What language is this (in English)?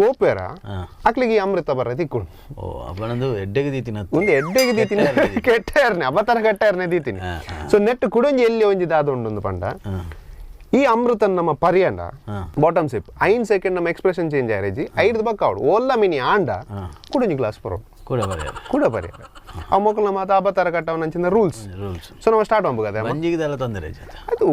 Tulu